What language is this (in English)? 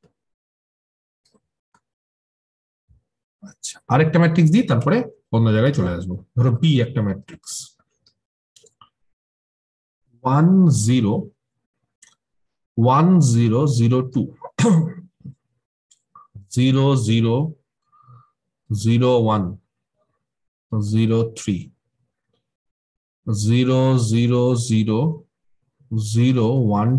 Bangla